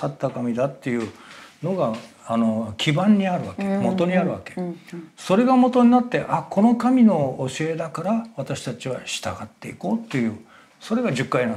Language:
Japanese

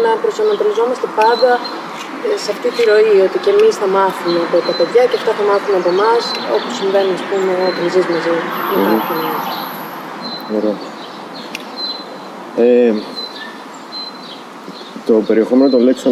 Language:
Greek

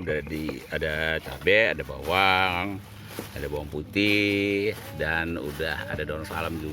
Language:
Betawi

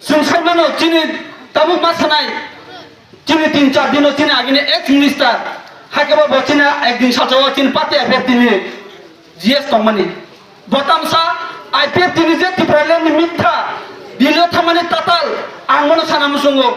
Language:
Kok Borok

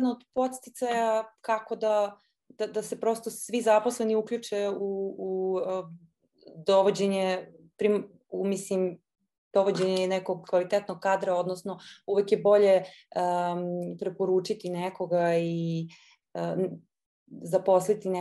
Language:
Serbian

